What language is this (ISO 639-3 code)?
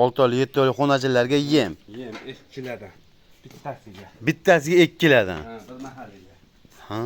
uzb